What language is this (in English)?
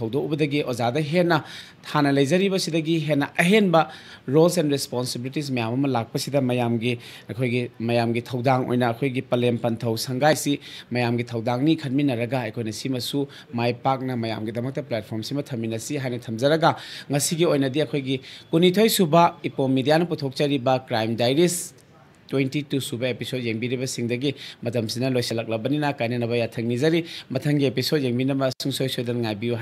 Manipuri